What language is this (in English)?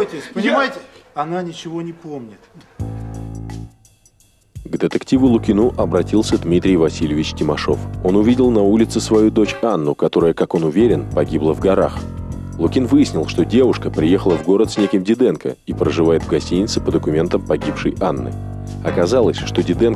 Russian